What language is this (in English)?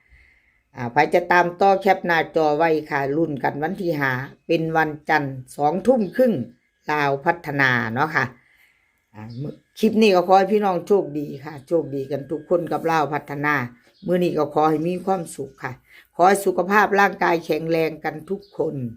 Northeastern Thai